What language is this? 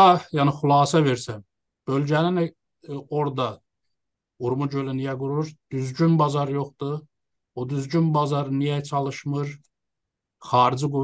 South Azerbaijani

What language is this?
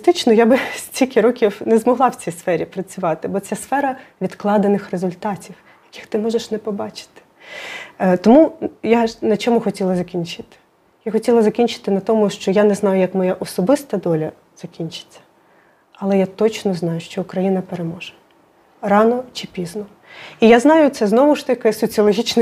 Ukrainian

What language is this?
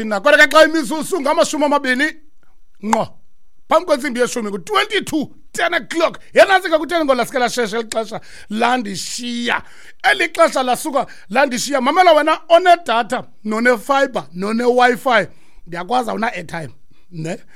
Xhosa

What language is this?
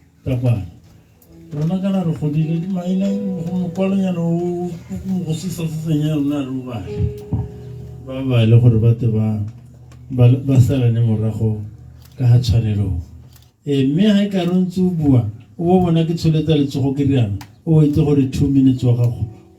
Tswana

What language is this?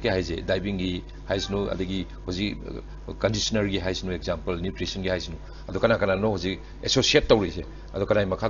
Manipuri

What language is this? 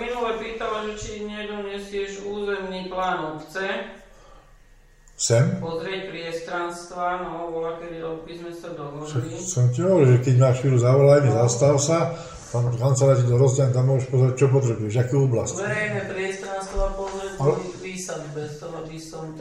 Slovak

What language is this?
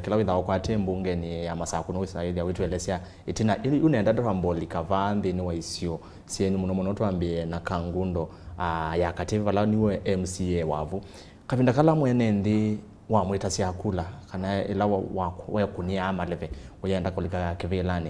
Kamba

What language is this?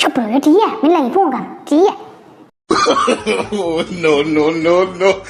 Dogri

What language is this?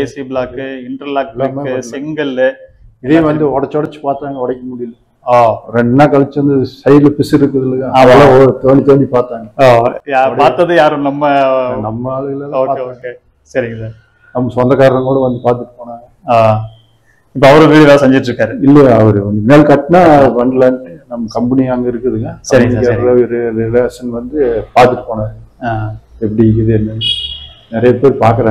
Tamil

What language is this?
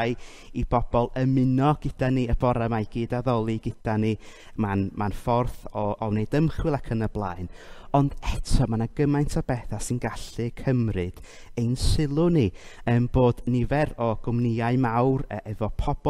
Welsh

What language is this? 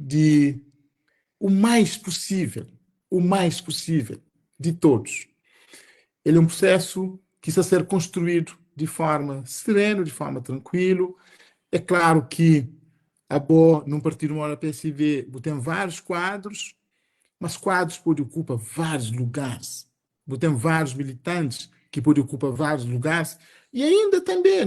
Kabuverdianu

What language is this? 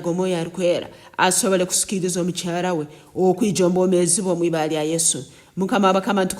Nyankole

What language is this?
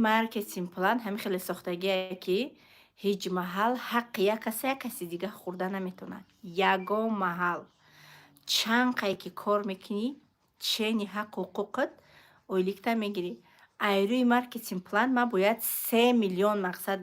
Tajik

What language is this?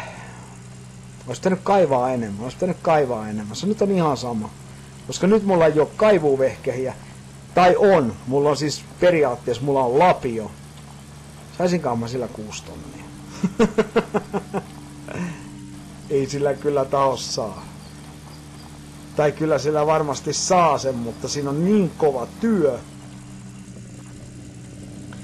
Finnish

